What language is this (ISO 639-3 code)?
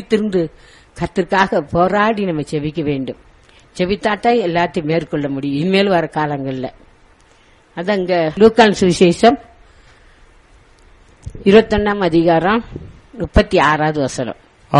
tam